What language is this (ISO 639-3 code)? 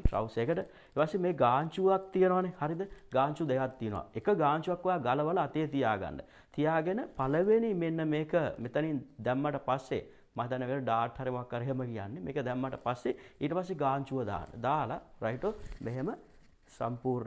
sin